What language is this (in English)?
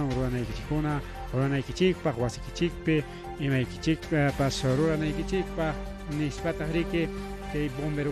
Ayacucho Quechua